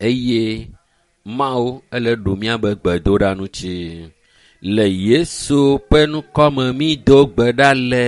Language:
Ewe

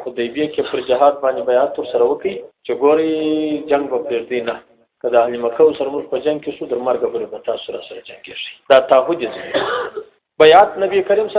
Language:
Pashto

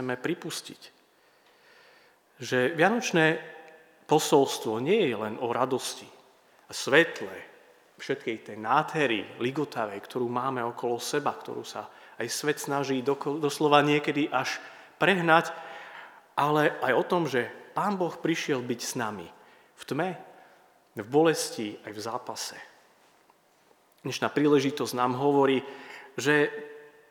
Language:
Slovak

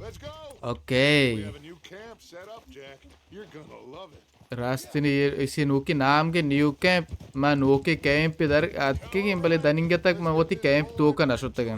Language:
Baluchi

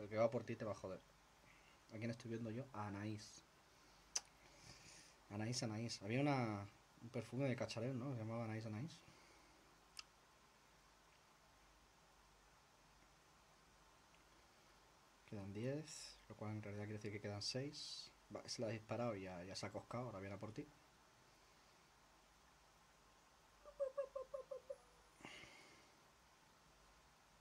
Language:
Spanish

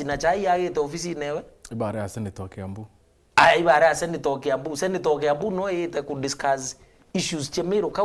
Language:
Meru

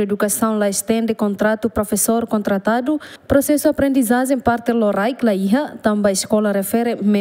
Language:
Tetum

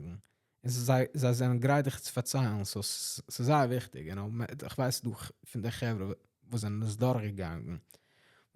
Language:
Yiddish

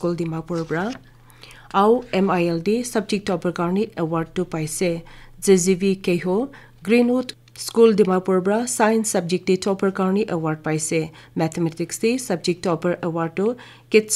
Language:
Naga Pidgin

